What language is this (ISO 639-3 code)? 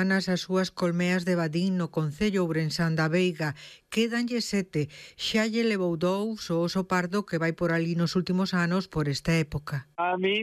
glg